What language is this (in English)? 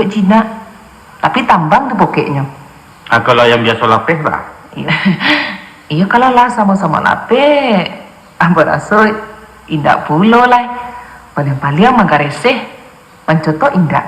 Minangkabau